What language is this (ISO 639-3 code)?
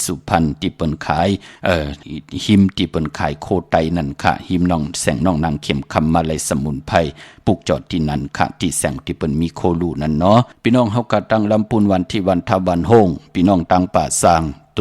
shn